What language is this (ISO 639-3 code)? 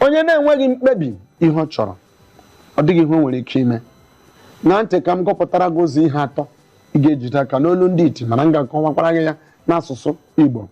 ibo